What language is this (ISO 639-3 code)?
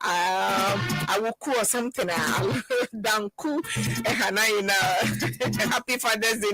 ewe